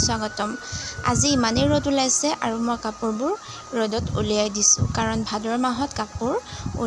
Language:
Assamese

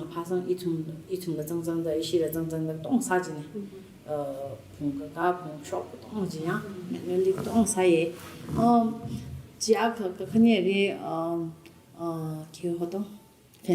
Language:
Tangkhul Naga (India)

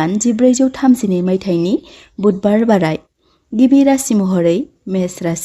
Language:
Bodo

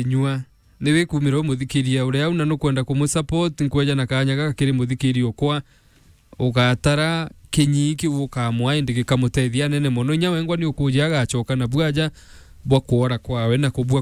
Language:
Meru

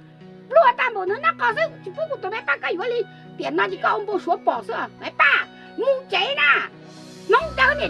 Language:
Hmong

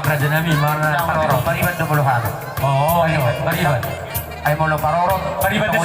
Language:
Batak Toba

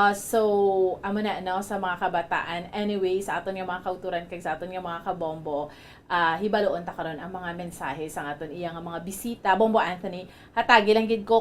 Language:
Hiligaynon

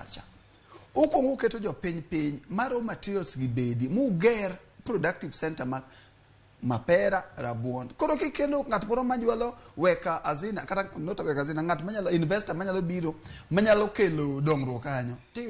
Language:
Luo (Kenya and Tanzania)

